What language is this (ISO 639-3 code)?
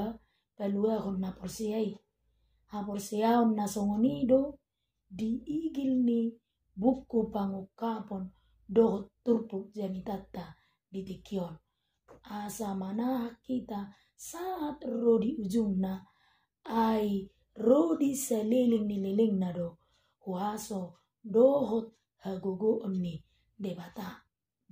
bbc